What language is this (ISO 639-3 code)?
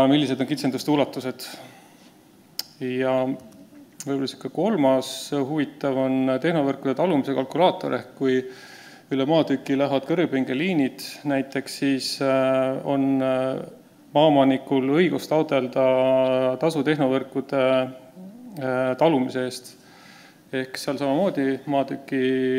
est